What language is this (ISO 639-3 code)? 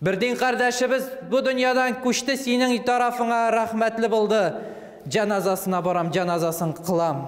tat